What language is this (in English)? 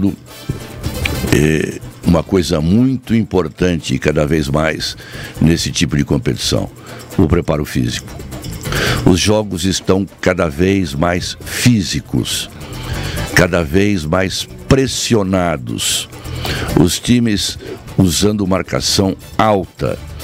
Portuguese